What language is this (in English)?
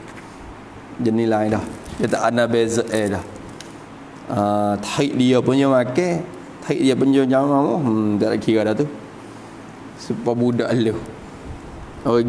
Malay